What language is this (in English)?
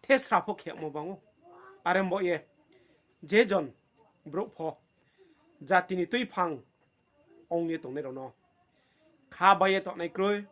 Riang (India)